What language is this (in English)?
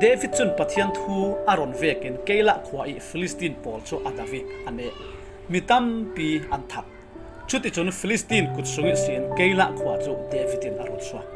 Falam Chin